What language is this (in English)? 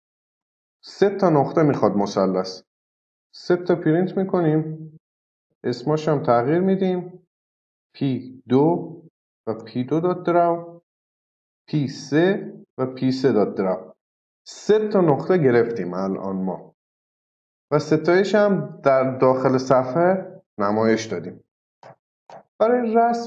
Persian